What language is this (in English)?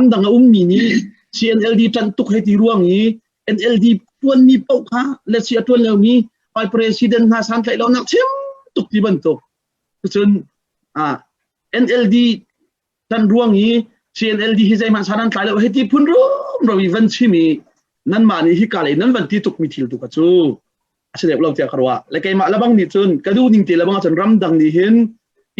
Hakha Chin